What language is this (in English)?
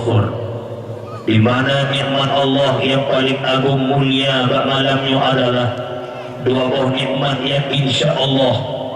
Achinese